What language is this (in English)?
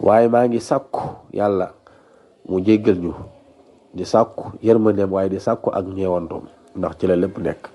Wolof